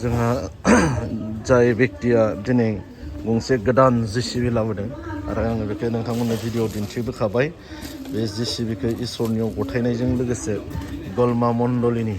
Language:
Bodo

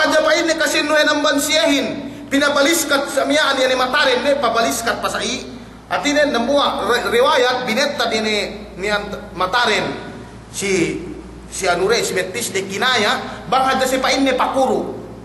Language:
Yakan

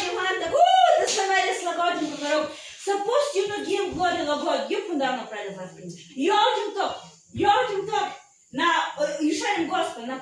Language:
Tok Pisin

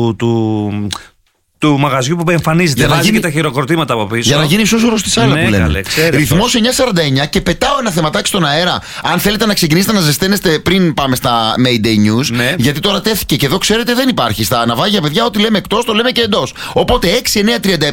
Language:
Greek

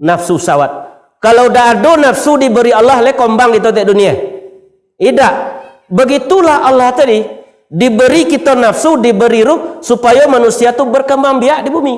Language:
Minangkabau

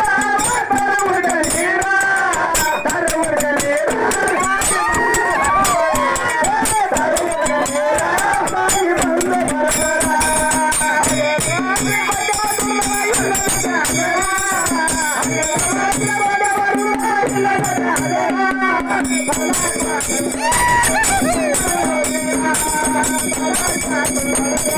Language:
Kannada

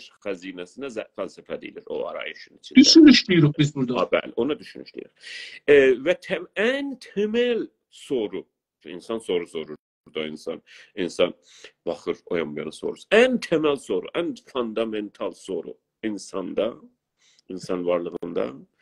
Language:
South Azerbaijani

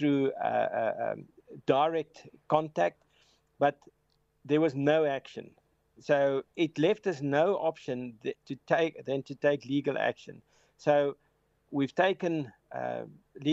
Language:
English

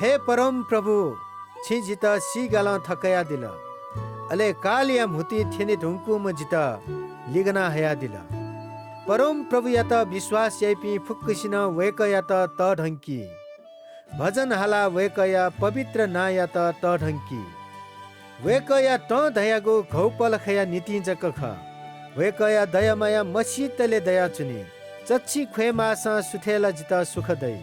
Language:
Newari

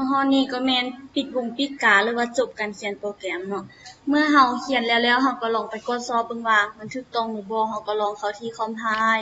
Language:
Lao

